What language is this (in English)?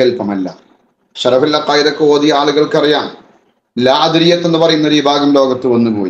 Malayalam